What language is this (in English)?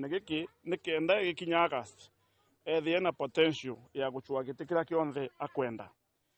Meru